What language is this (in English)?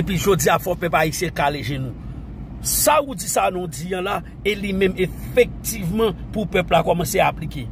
Haitian Creole